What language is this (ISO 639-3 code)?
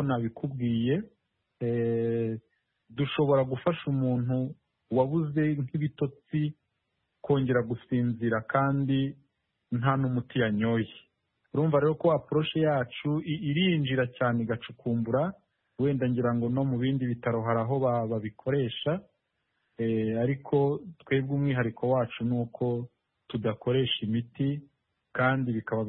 kin